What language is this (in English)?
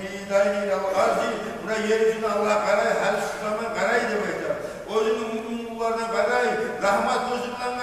Kumyk